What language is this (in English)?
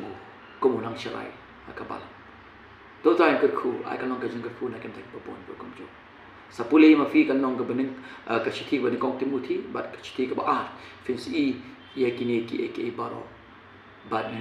Khasi